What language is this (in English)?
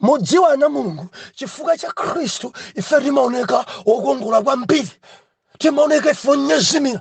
Nyanja